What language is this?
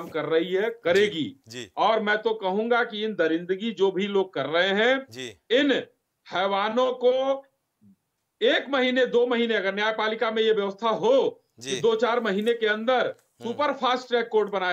Hindi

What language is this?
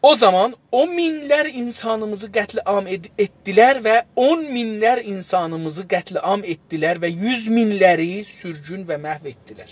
South Azerbaijani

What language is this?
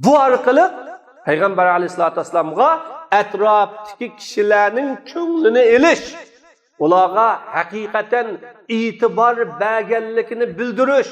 Uyghur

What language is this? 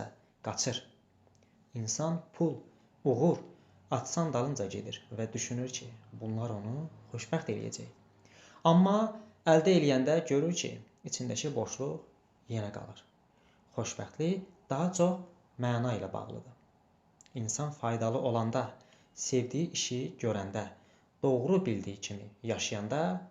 Azerbaijani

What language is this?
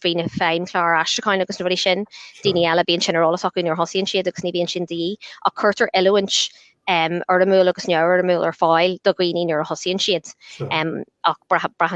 Irish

